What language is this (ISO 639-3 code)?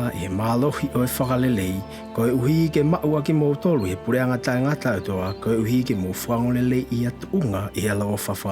ton